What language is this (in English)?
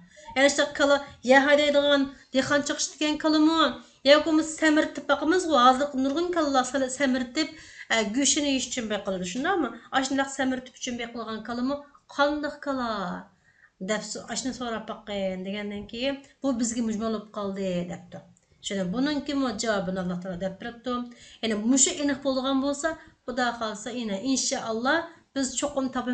Uyghur